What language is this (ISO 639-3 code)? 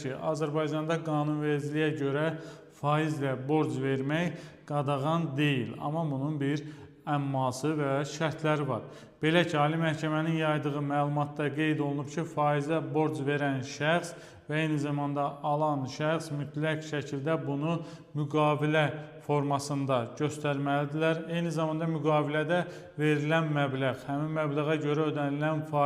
aze